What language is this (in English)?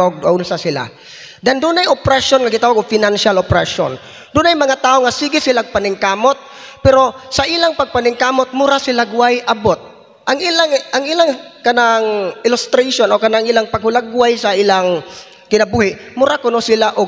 Cebuano